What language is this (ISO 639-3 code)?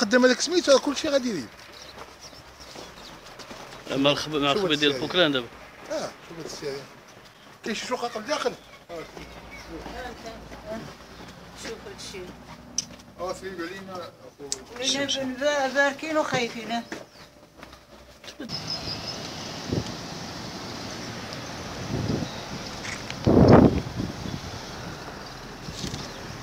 ary